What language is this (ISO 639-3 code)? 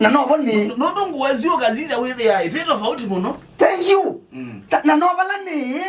kam